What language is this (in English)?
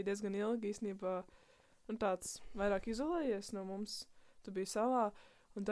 Latvian